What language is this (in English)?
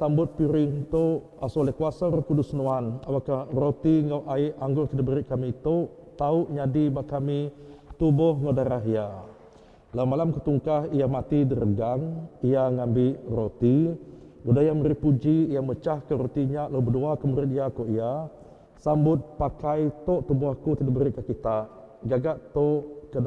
Iban